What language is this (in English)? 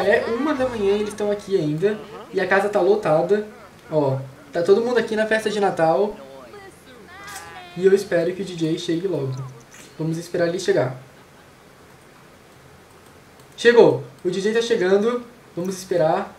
Portuguese